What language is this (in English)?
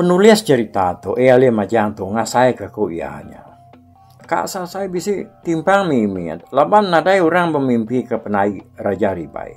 Iban